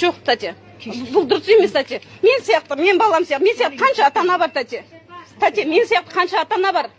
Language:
Kazakh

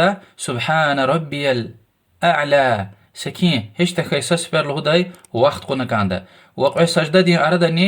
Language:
Lezghian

